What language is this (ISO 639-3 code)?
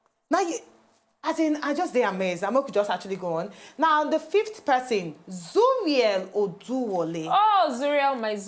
pcm